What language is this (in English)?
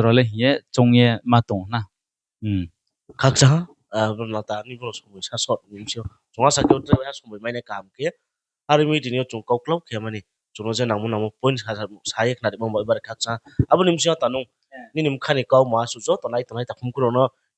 Riang (India)